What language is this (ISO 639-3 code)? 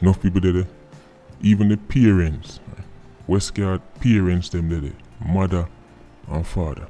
jam